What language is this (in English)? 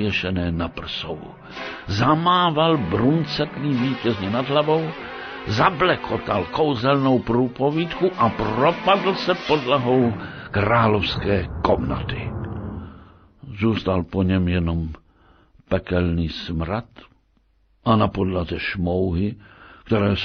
Czech